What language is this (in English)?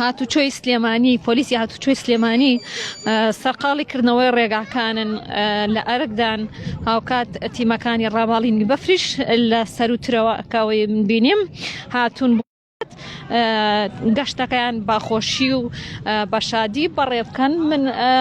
Central Kurdish